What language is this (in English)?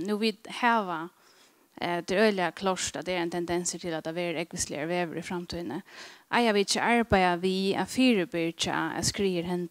Faroese